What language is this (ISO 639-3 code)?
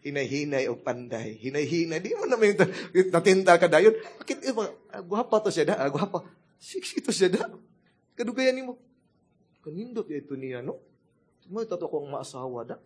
ceb